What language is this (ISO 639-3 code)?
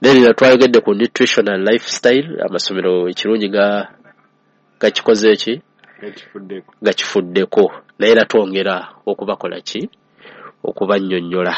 lug